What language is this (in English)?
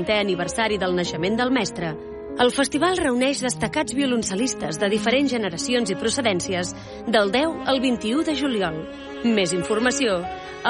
Catalan